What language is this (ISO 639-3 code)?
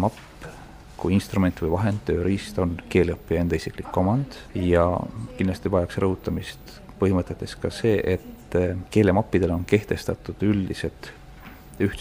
est